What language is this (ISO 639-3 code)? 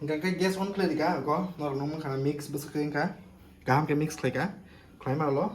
trp